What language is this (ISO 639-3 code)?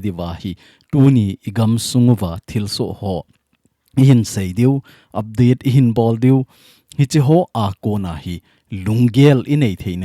tcz